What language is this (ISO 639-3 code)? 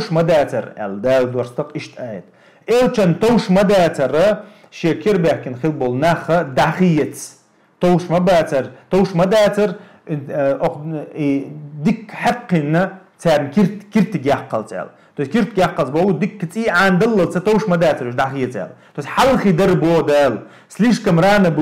che